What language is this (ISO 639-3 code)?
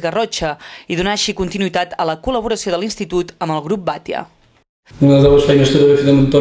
cat